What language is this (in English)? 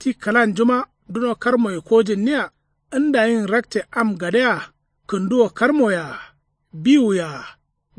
Kanuri